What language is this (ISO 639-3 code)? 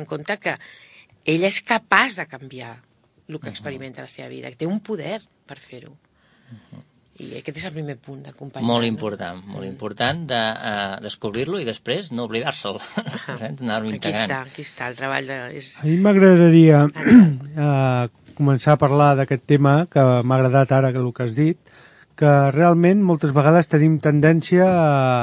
cat